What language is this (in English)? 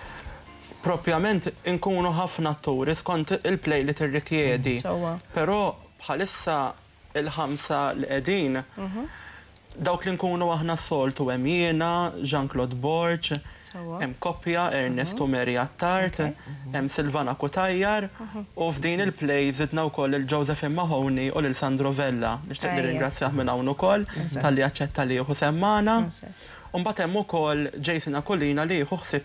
Maltese